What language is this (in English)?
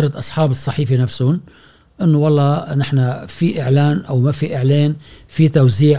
Gulf Arabic